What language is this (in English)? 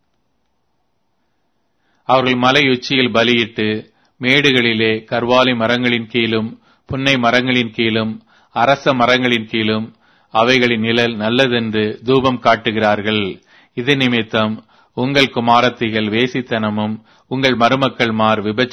Tamil